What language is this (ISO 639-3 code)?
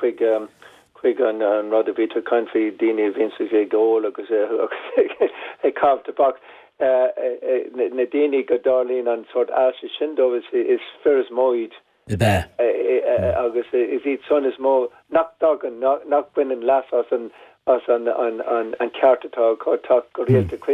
gle